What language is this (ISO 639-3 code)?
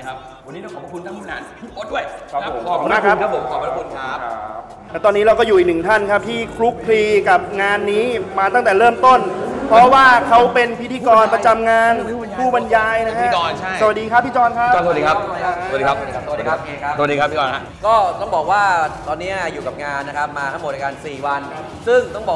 tha